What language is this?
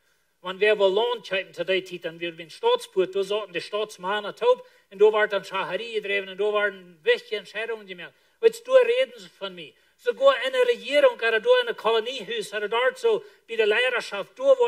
Plautdietsch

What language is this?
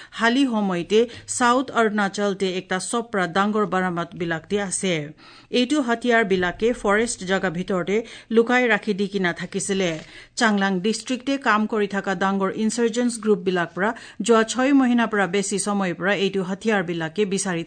Assamese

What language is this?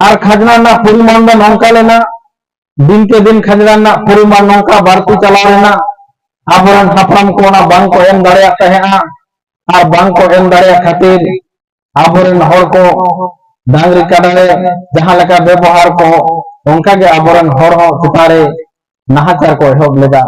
Santali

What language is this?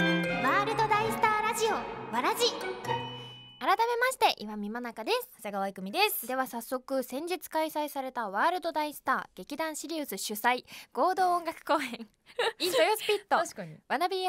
Japanese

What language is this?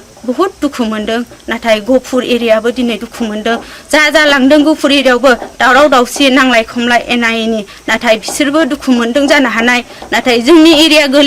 Bodo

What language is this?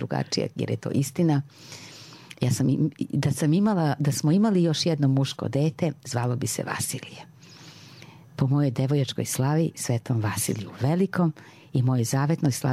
Serbian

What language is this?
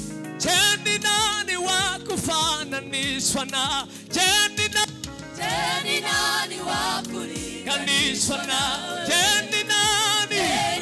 Swahili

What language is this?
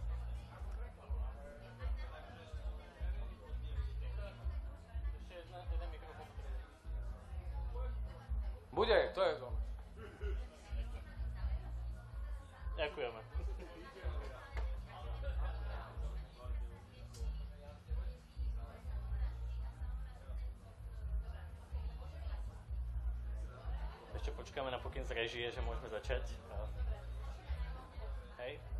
Slovak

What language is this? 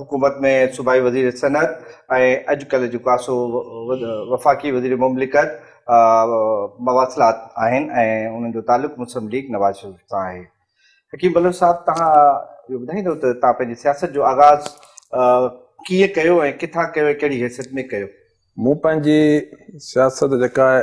Sindhi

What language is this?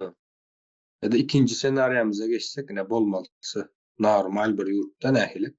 Turkmen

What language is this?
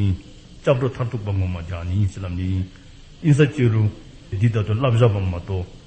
Dzongkha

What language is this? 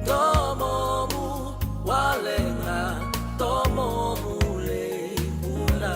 Fijian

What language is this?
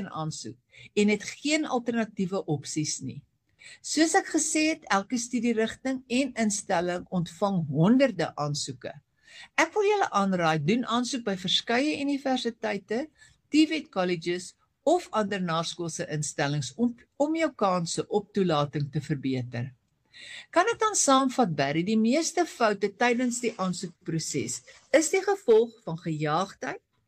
Afrikaans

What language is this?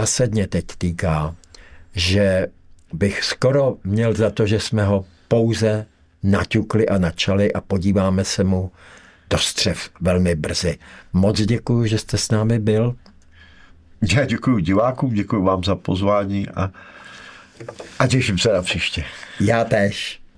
Czech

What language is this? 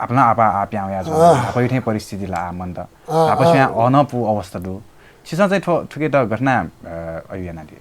Newari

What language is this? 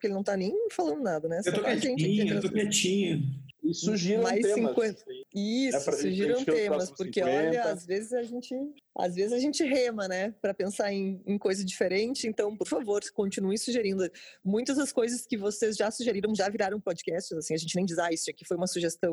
Portuguese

